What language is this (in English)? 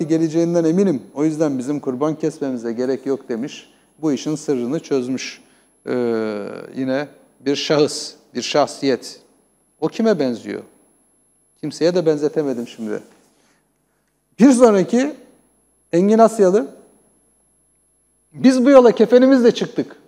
Turkish